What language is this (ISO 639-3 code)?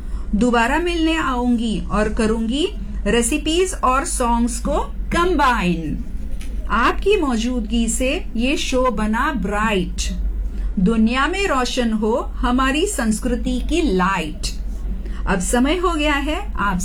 hin